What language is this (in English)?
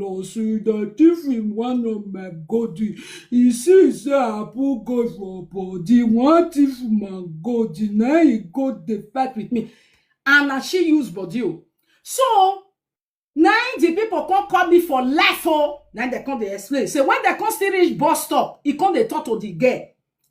Nigerian Pidgin